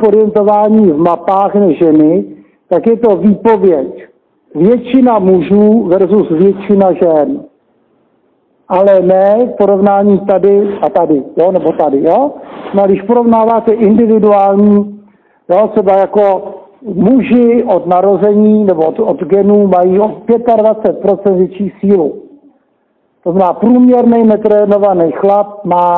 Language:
Czech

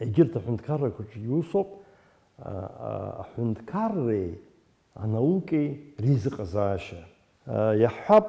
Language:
Abkhazian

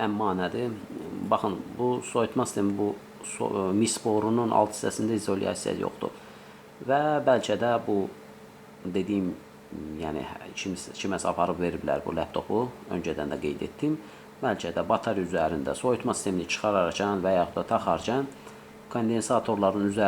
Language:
Azerbaijani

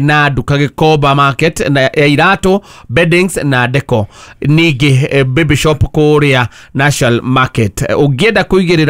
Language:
Kikuyu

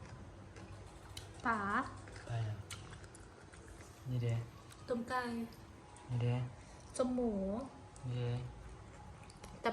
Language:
Lao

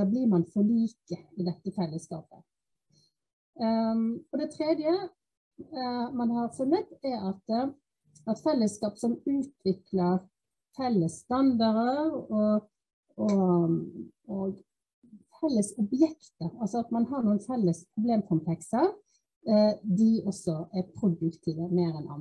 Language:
Norwegian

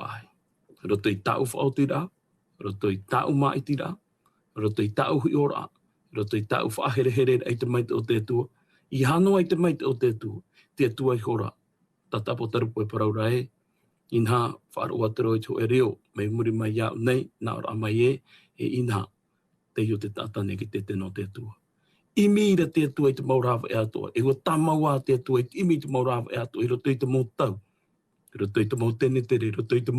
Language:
Tahitian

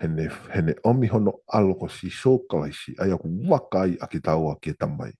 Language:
Tongan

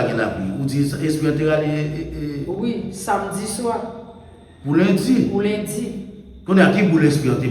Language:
Haitian Creole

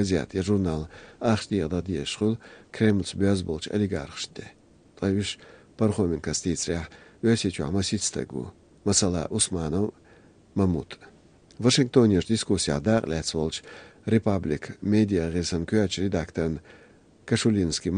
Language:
Chechen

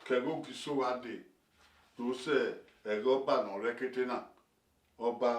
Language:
Bini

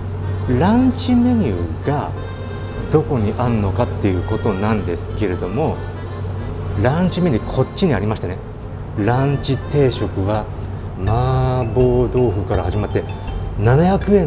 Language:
Japanese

